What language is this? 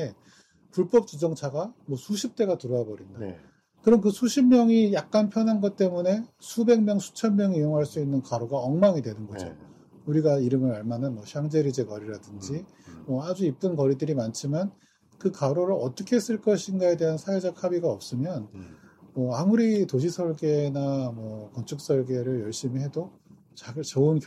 Korean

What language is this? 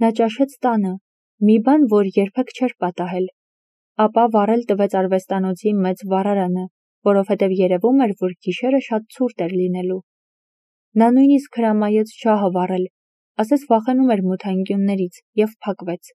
Armenian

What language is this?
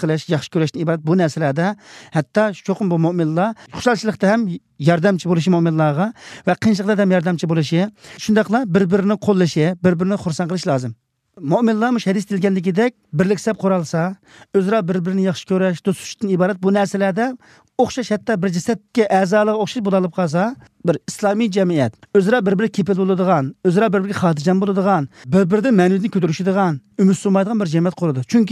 Uyghur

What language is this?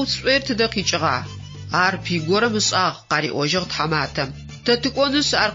Adyghe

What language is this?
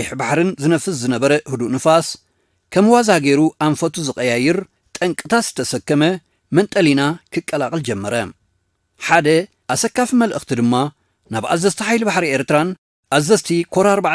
Tigrinya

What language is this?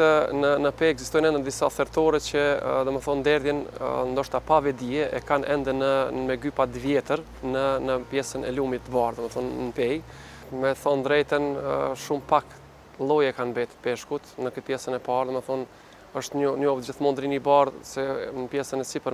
Albanian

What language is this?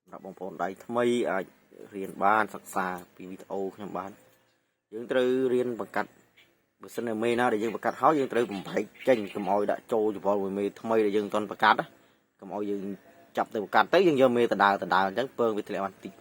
Khmer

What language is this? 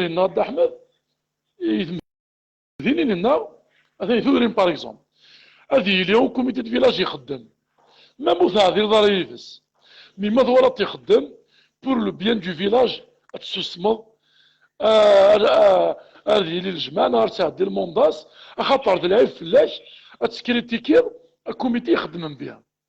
Kabyle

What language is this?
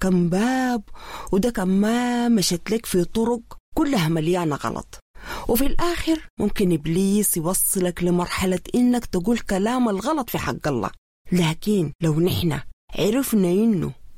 Sudanese Arabic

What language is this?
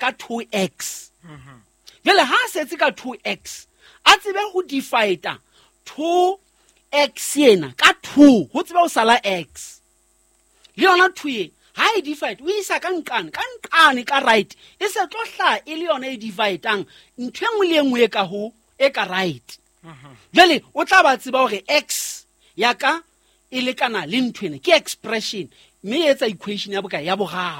Southern Sotho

